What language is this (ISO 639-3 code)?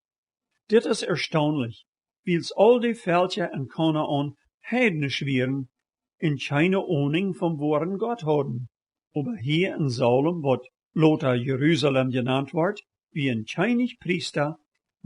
pdt